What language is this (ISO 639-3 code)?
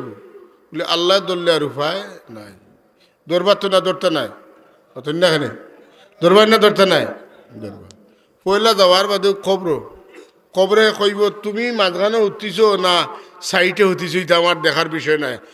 syl